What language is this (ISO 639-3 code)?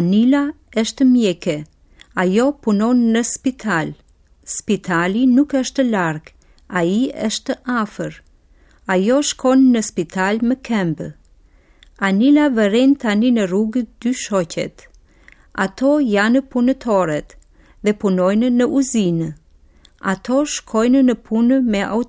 sqi